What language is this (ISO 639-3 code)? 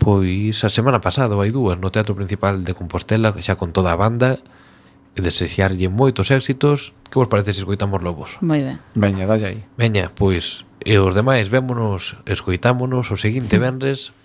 glg